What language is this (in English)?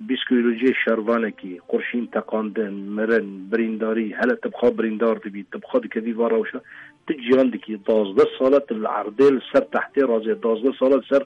Kurdish